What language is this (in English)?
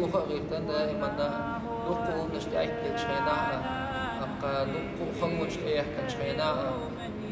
Chechen